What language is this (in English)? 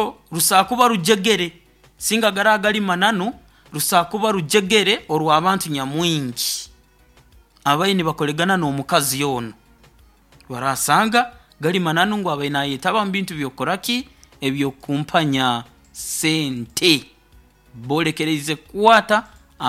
Nyoro